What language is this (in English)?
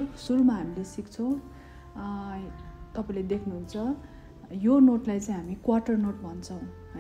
Nepali